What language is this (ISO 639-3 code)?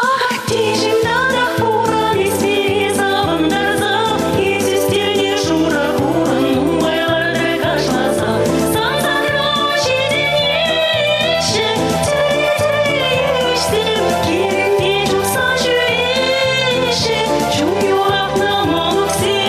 chv